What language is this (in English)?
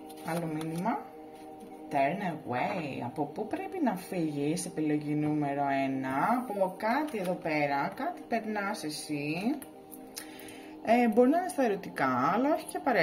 Greek